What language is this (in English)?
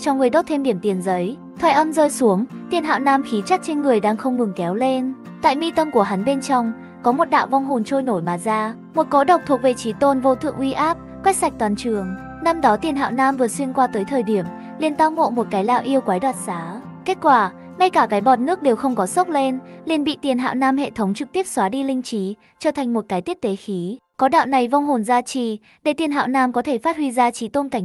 Vietnamese